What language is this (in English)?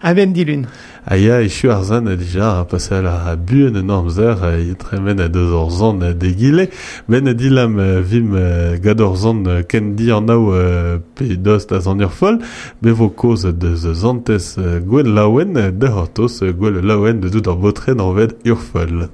Breton